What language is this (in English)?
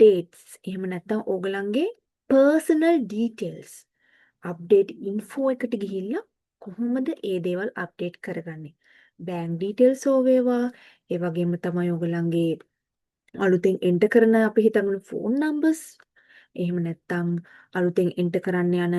Sinhala